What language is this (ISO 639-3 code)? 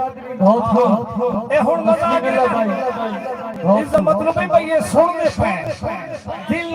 skr